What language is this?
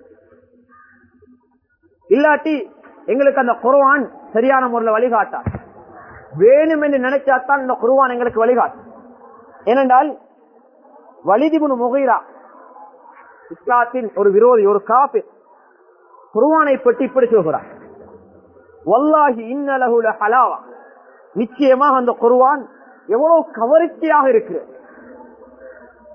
Tamil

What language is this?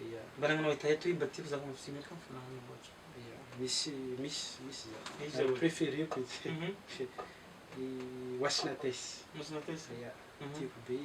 Malagasy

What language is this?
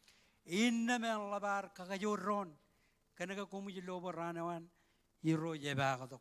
Marshallese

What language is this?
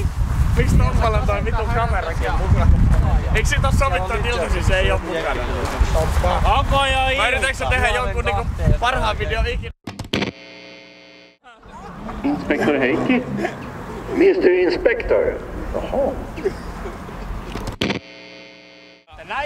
Finnish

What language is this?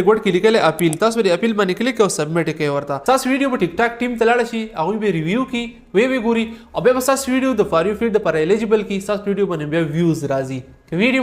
Pashto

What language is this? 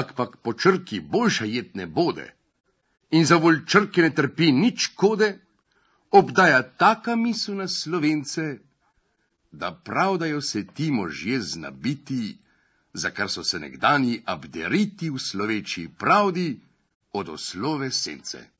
Slovenian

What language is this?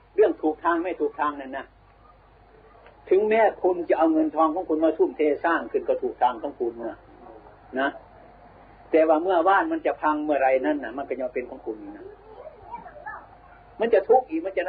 Thai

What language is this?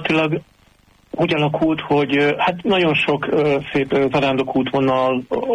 Hungarian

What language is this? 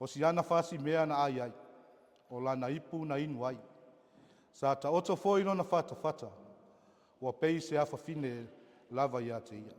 Samoan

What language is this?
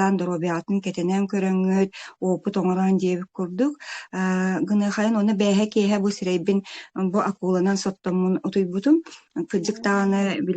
Yakut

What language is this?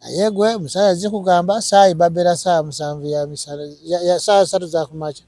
Ganda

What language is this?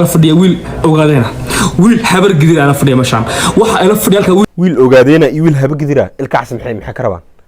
Somali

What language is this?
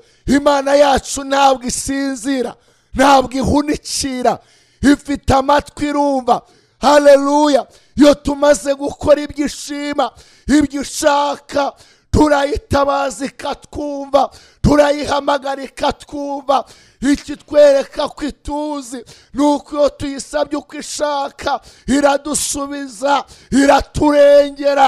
Kinyarwanda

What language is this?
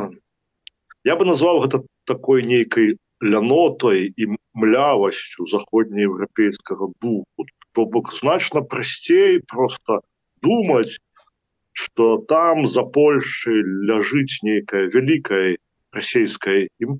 Belarusian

